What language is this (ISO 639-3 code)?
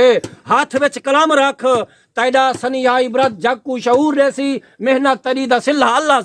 skr